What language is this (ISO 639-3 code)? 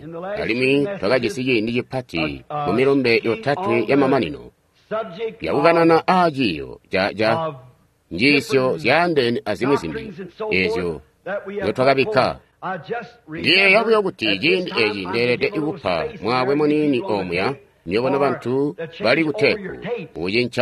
toi